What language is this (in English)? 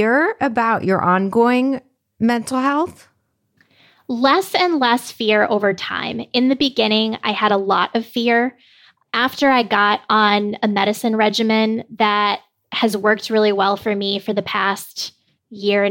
English